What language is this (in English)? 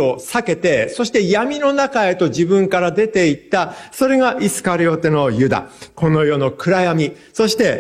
Japanese